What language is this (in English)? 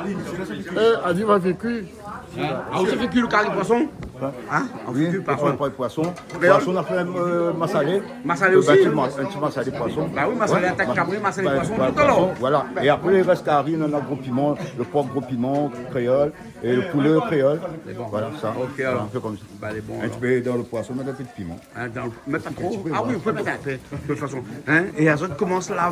Réunion Creole French